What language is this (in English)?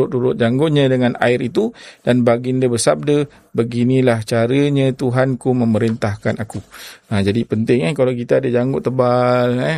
Malay